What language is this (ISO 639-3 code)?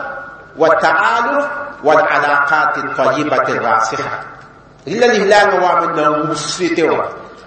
mos